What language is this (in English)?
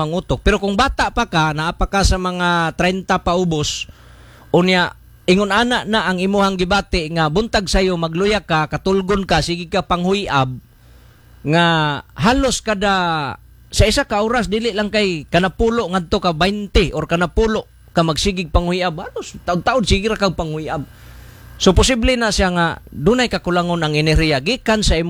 Cebuano